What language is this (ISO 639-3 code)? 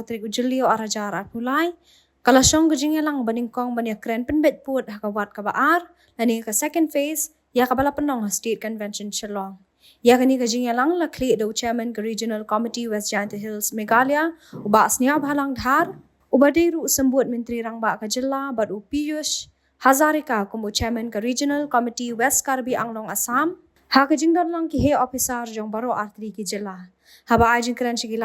kha